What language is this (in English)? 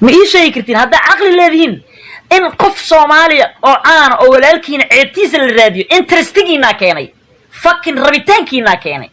Somali